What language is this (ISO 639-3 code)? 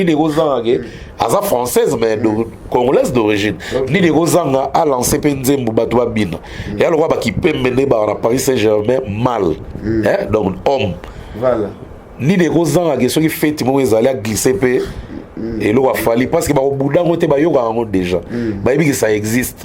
lin